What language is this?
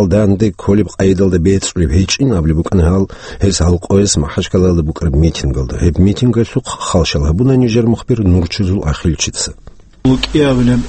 Avaric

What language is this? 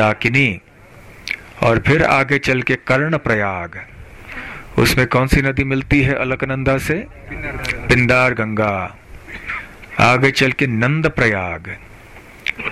Hindi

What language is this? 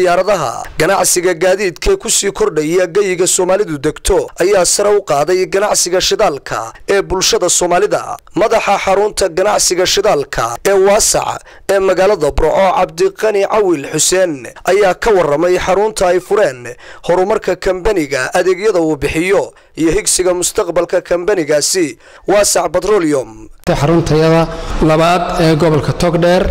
Somali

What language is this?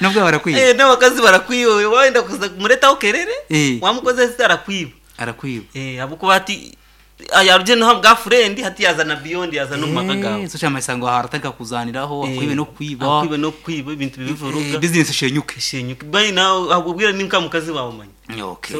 Nyankole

